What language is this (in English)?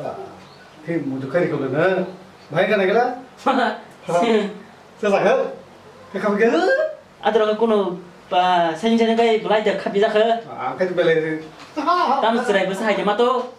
Kok Borok